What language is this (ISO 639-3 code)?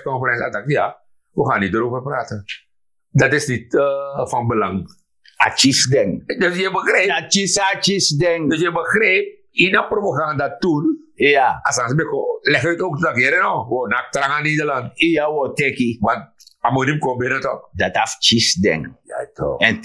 srn